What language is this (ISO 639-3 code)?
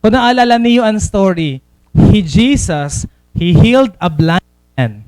war